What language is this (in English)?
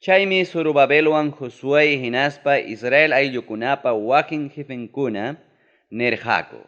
Ayacucho Quechua